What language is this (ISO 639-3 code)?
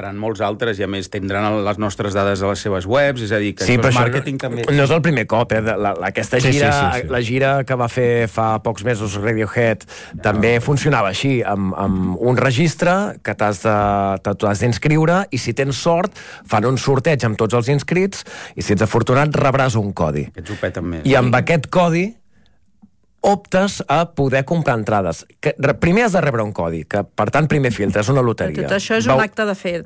cat